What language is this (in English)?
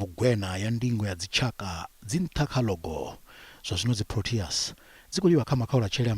Venda